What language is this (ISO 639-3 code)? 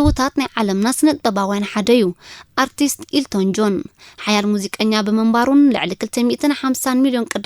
tir